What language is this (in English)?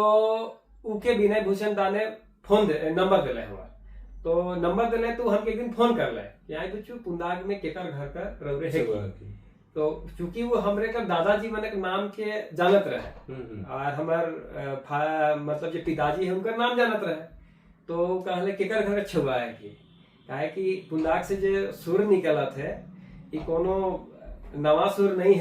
Sadri